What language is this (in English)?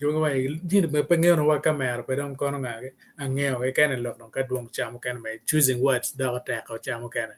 Acoli